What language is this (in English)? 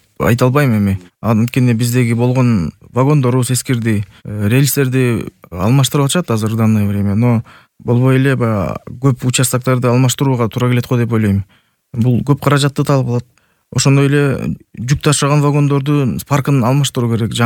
Kyrgyz